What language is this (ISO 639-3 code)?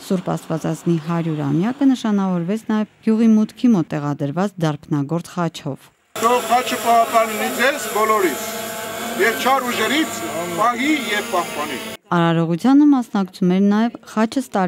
hye